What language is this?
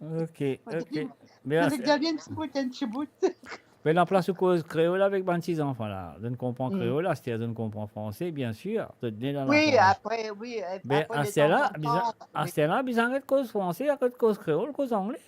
Morisyen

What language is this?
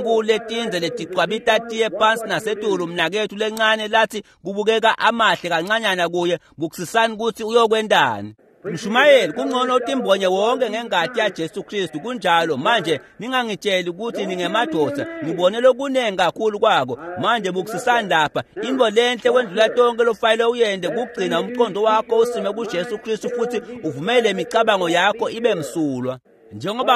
Swati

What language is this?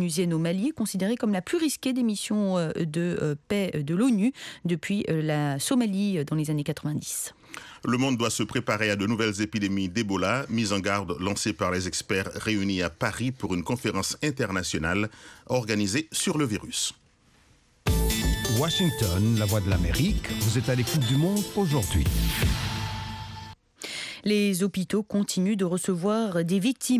French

